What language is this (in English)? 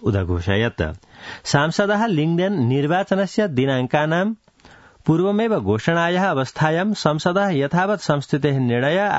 Sanskrit